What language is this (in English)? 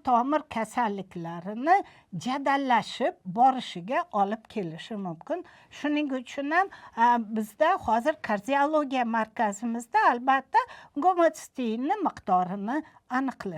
Uzbek